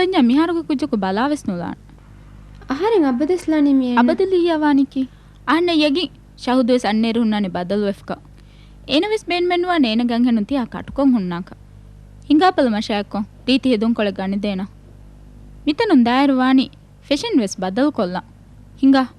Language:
Divehi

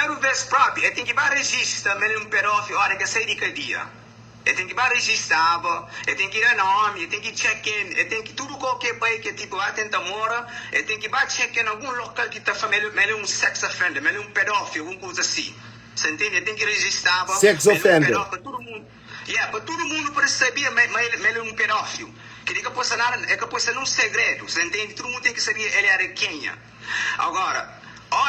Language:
Kabuverdianu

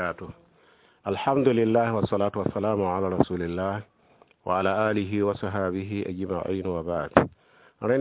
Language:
Mossi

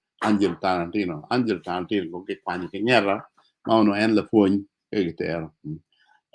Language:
Acoli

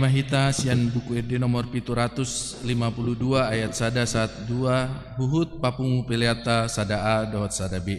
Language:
Batak Toba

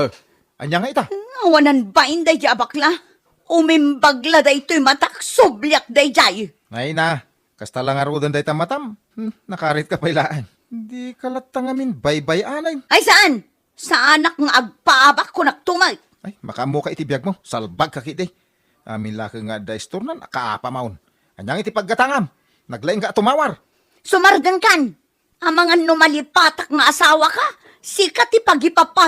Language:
Iloko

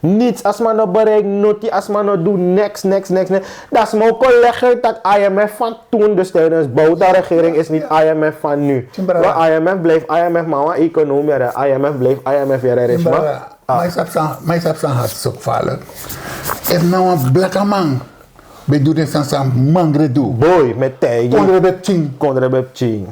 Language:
Sranan Tongo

